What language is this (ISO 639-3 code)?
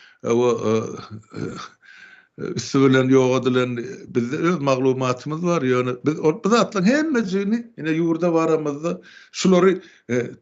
tuk